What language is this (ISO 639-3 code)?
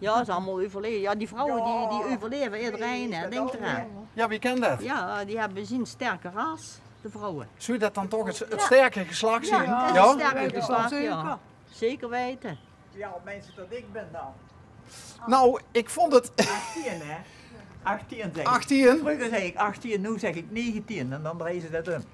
lim